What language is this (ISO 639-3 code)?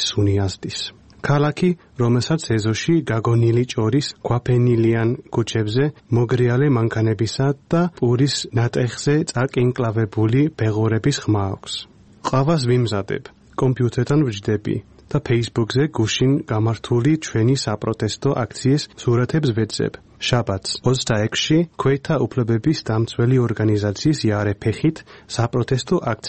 kat